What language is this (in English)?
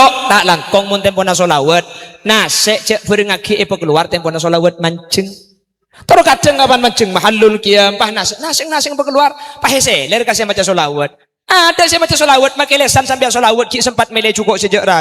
Madurese